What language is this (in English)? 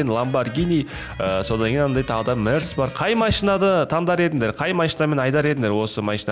Kazakh